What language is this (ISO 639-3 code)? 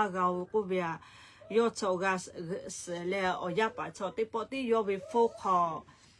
lhu